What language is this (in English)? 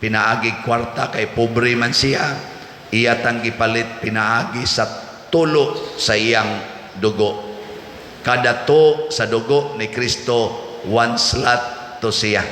Cebuano